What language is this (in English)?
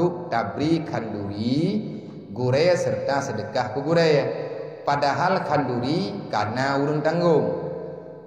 Achinese